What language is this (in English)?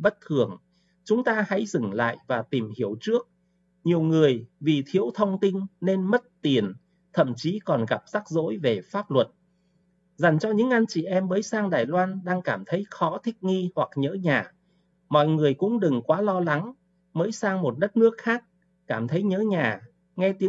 Vietnamese